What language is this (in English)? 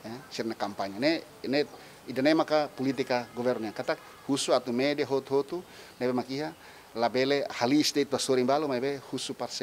Tetum